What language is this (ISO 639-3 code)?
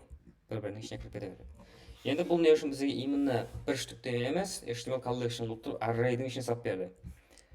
kaa